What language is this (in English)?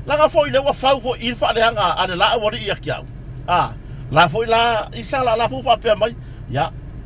Samoan